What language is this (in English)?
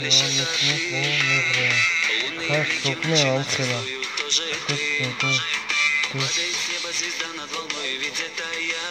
Tajik